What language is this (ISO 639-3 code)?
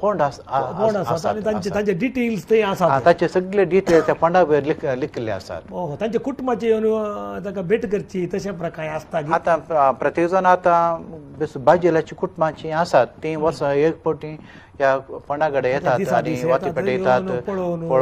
kok